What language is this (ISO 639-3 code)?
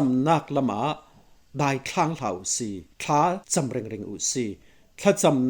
cfm